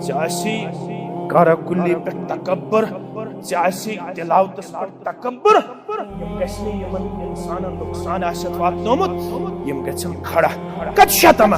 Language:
Kashmiri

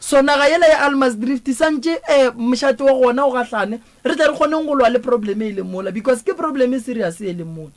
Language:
Northern Sotho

